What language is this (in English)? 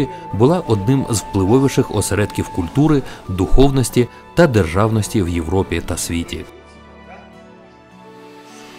Ukrainian